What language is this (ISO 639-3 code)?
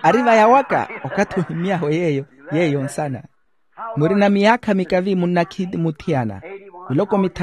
vmw